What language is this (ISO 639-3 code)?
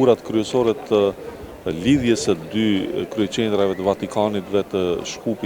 sqi